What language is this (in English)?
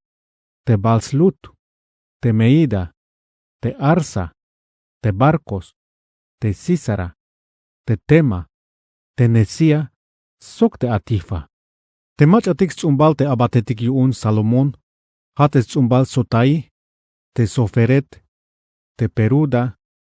Tzeltal